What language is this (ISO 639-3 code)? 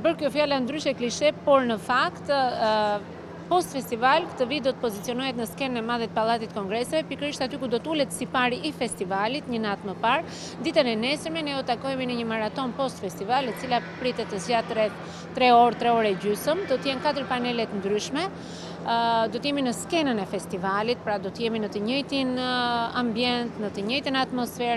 sqi